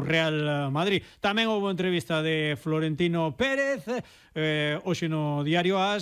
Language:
Galician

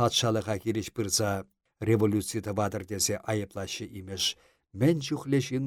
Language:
Chuvash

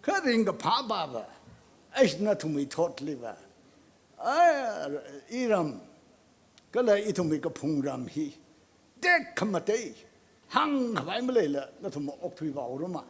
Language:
Tangkhul Naga (India)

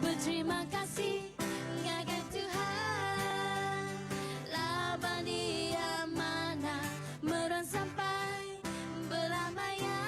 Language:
Iban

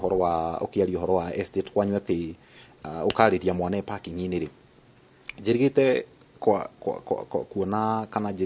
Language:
Kikuyu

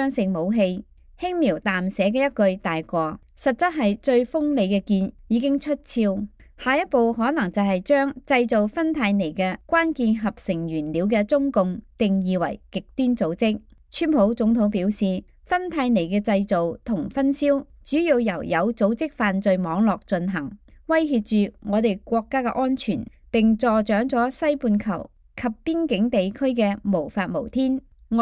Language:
Cantonese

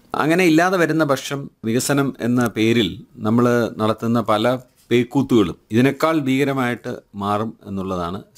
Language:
Malayalam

